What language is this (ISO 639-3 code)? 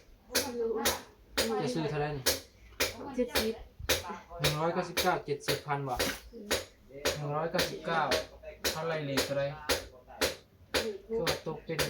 tts